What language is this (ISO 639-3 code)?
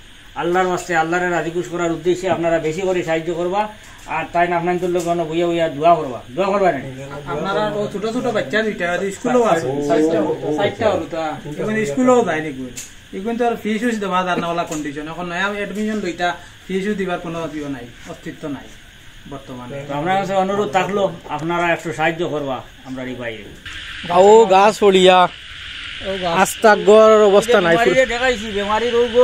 syl